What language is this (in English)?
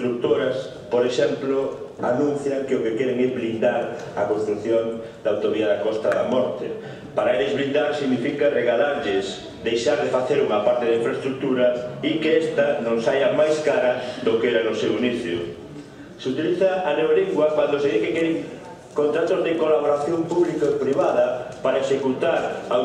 Galician